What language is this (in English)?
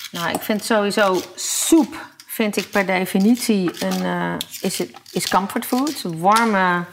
Dutch